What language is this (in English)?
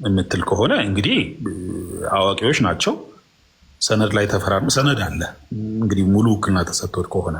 Amharic